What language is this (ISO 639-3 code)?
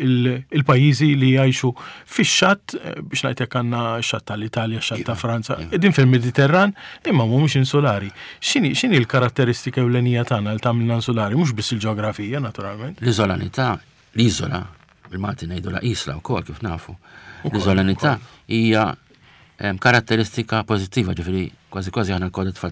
mlt